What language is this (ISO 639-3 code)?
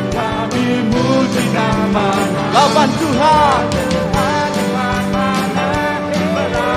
iba